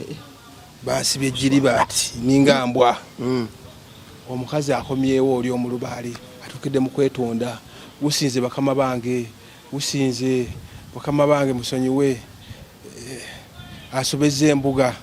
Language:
Ganda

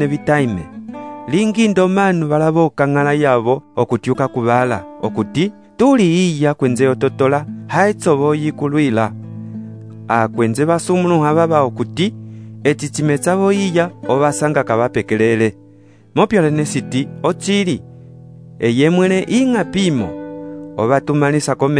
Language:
Umbundu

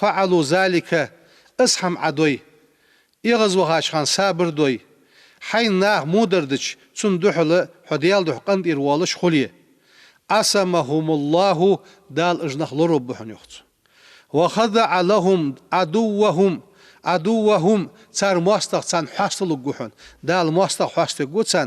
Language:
Ingush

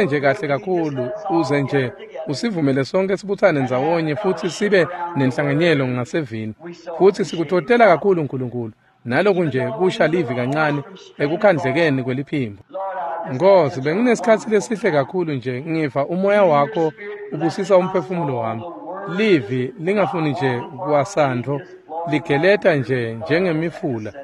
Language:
Swati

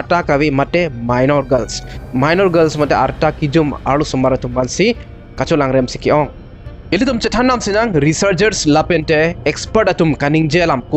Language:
Karbi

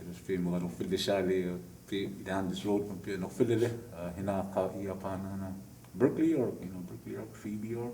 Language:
Choctaw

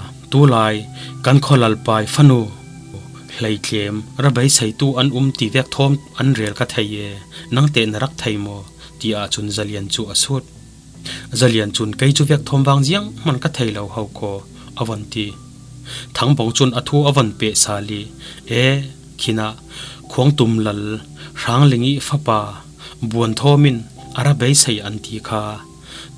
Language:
Falam Chin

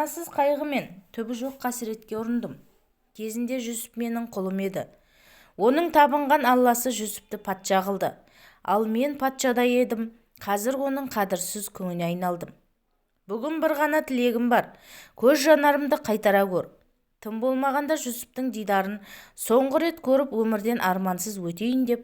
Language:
Kazakh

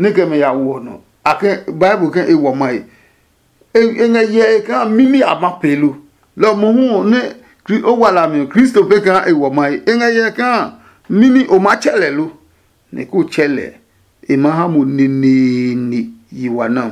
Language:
Adangme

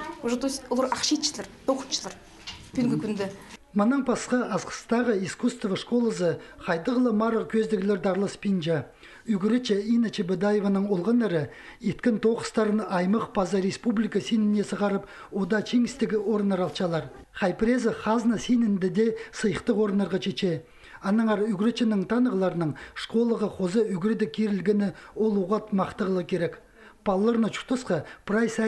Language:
Khakas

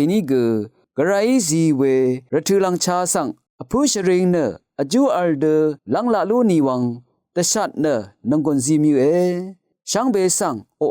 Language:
Rawang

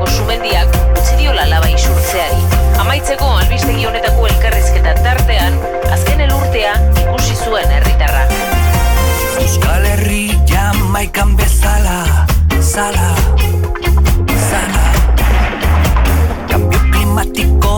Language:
Basque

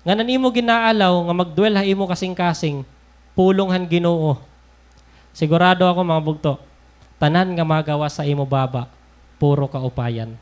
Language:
Waray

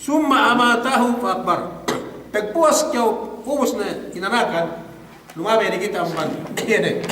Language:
Yakan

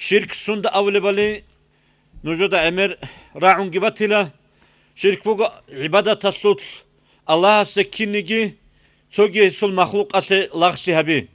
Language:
Avaric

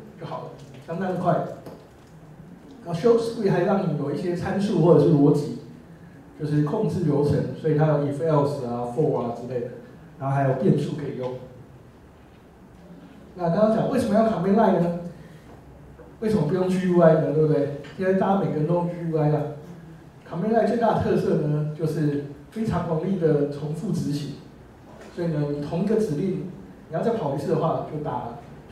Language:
Chinese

